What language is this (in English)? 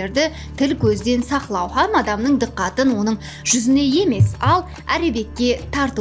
Kara-Kalpak